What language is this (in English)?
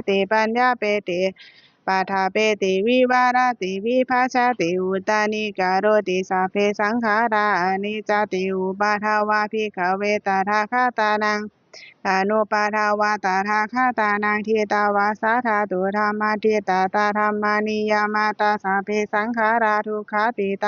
Pali